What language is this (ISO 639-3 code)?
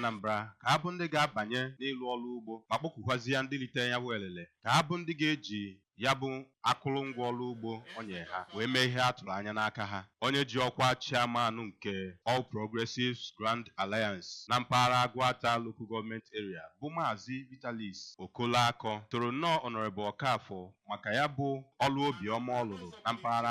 ibo